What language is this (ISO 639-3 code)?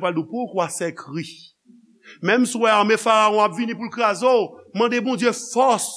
hat